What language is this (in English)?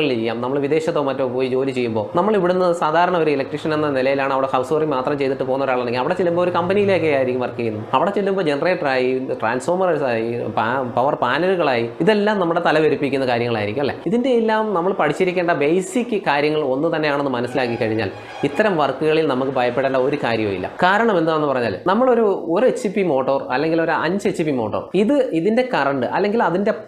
Malayalam